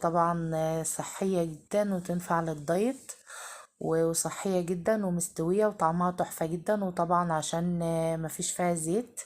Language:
Egyptian Arabic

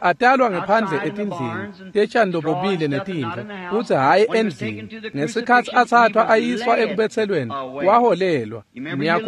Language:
Swati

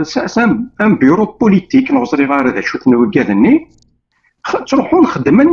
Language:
Kabyle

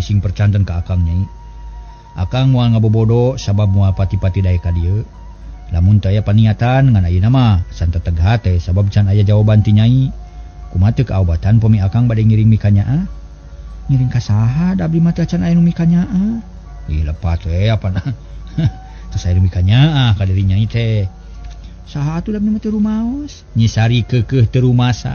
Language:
Sundanese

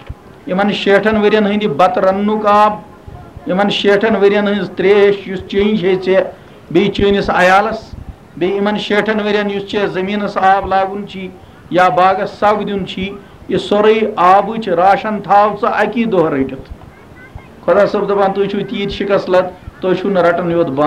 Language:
Kashmiri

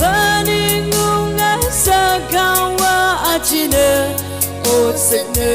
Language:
Tangkhul Naga (India)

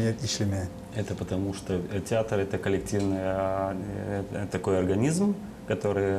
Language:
Gagauz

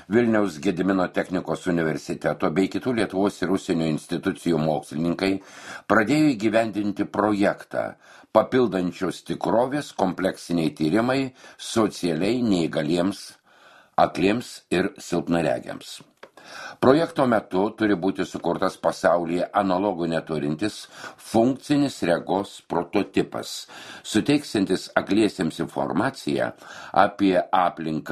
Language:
Lithuanian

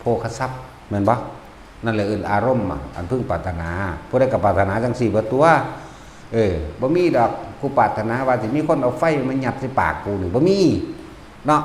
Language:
Northeastern Thai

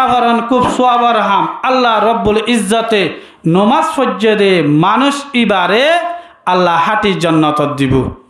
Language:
Rohingya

